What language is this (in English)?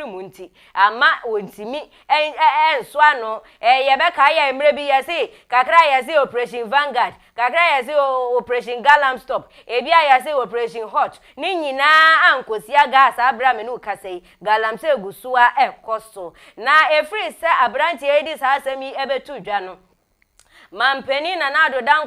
Akan